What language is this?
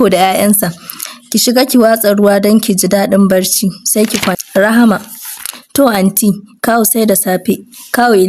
Hausa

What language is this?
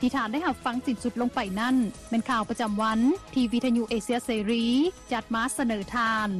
Lao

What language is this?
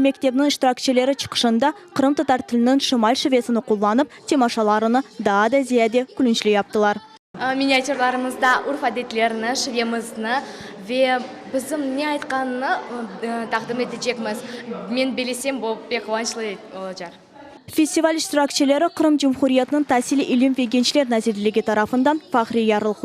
Crimean Tatar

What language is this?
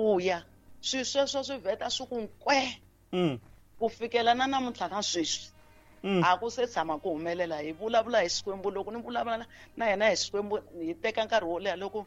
Tsonga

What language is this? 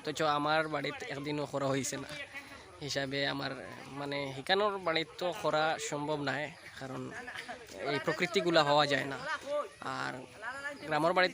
Sylheti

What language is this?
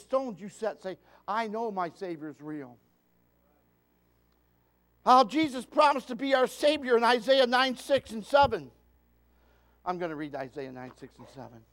English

